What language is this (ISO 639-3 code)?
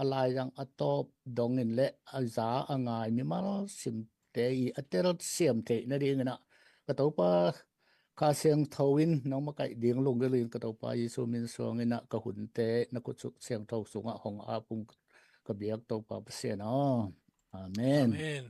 ctd